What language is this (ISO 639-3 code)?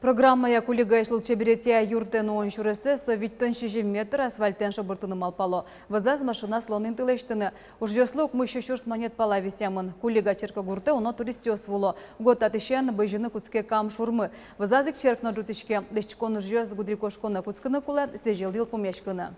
udm